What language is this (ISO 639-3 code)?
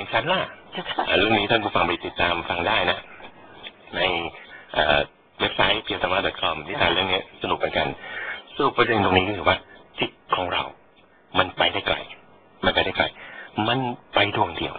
tha